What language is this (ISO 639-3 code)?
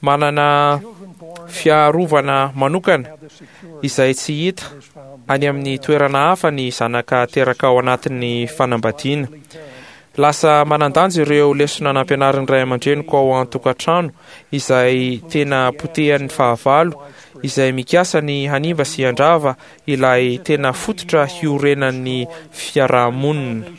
mlg